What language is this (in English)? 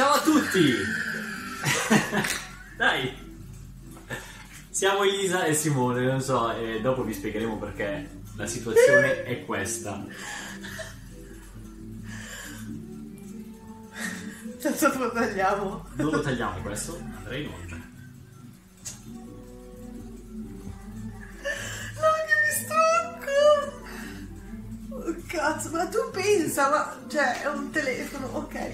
Italian